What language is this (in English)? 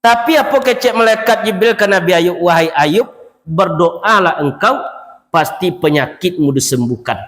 Minangkabau